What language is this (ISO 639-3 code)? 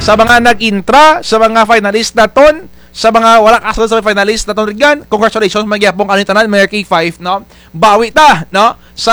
krj